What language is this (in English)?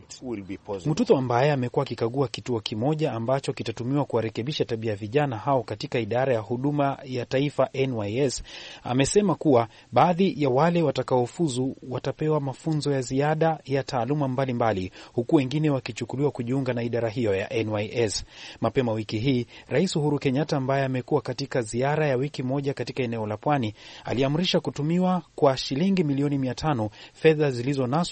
Swahili